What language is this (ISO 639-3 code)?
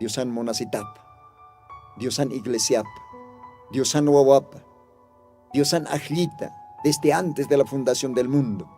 aym